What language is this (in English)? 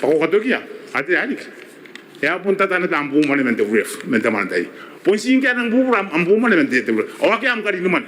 Gilbertese